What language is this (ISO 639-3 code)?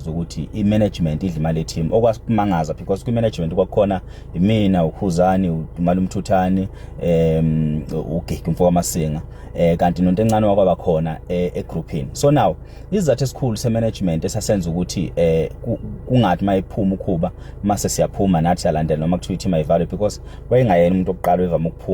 zul